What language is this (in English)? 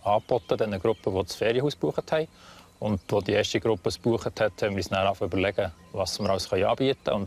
Swiss German